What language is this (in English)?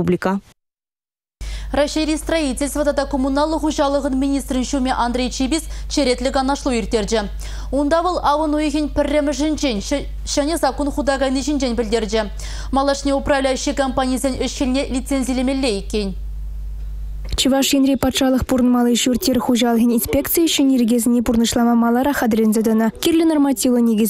Chuvash